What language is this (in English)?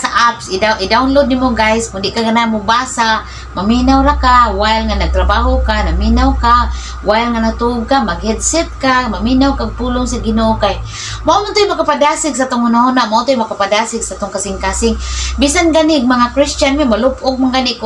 Cebuano